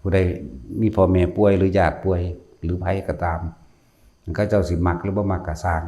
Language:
Lao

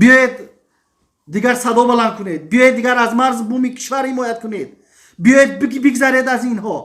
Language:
Tajik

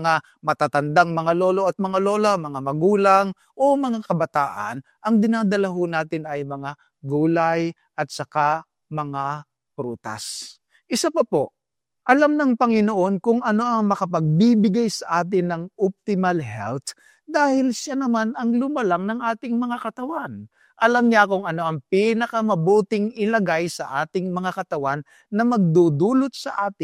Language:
Filipino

